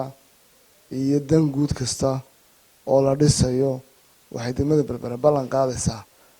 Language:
Somali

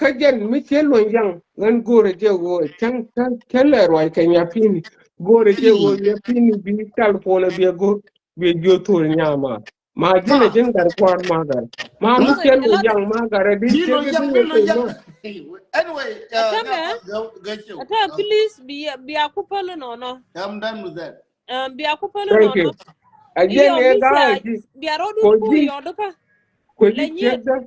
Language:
Nuer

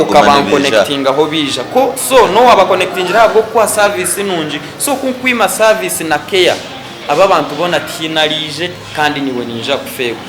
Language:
Nyankole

